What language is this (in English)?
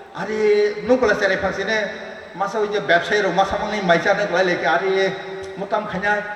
Kok Borok